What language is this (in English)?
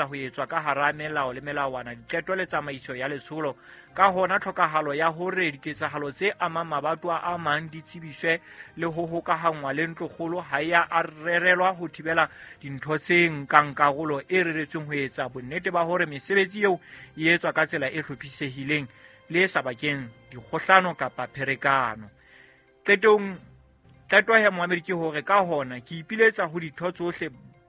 Southern Sotho